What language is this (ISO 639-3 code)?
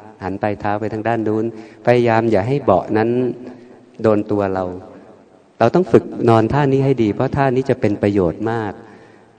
tha